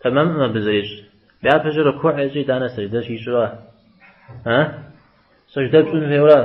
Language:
Kabardian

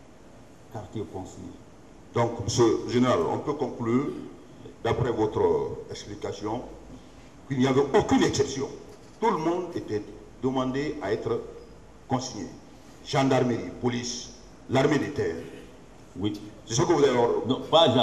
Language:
French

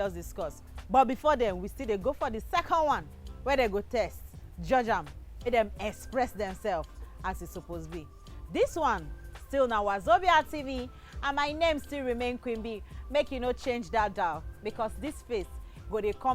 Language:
Nigerian Pidgin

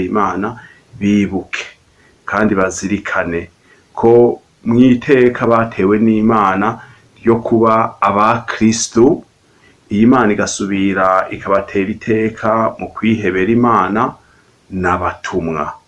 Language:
Rundi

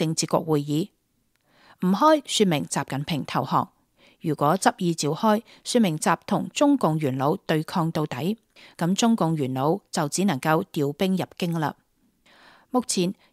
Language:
Cantonese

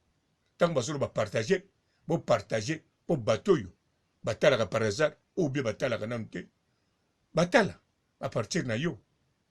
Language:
Lingala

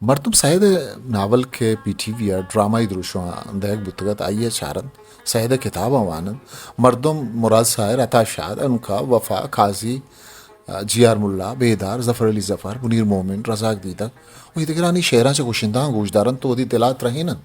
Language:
Eastern Balochi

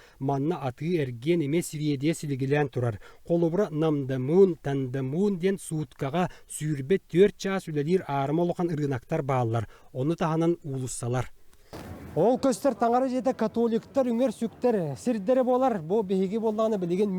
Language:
Yakut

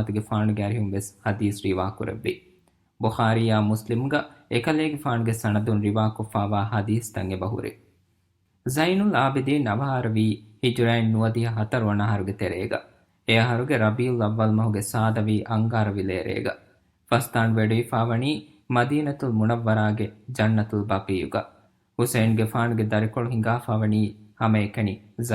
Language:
Divehi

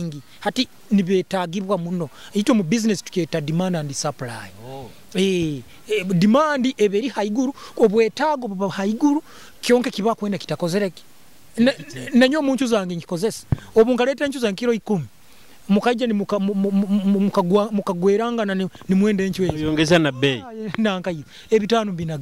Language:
Nyoro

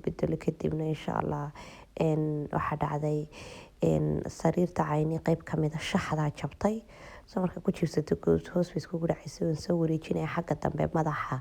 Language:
Somali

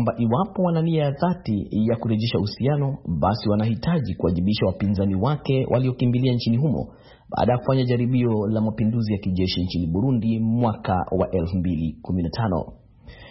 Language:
Swahili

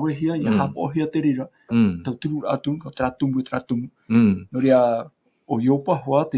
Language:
Tahitian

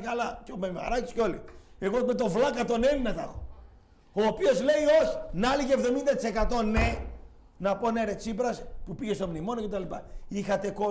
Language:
Greek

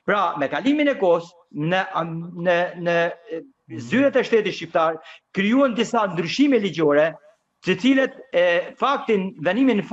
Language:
Albanian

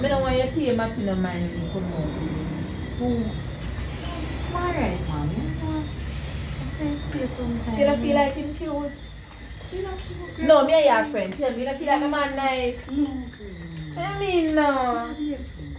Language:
Jamaican Creole English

